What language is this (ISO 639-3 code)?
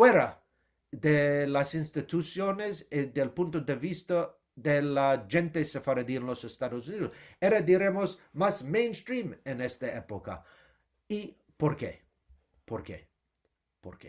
lad